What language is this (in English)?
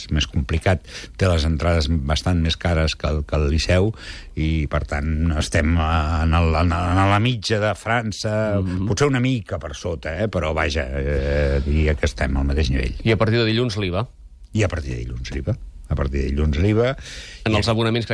Catalan